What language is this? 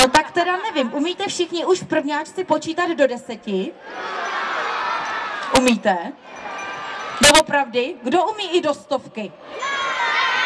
Czech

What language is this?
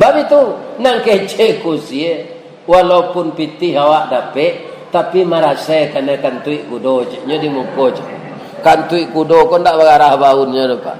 Minangkabau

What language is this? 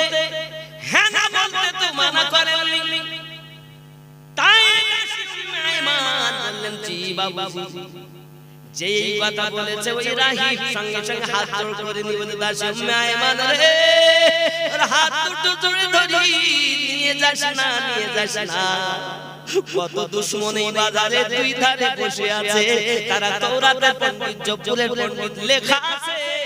Bangla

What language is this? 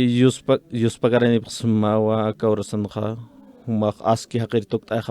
Aymara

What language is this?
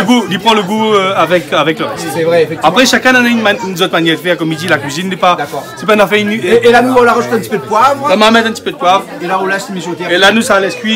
Réunion Creole French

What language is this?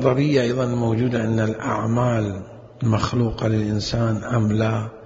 Mesopotamian Arabic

